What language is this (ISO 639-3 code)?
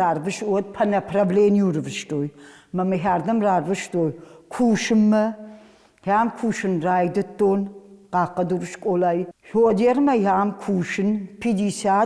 oss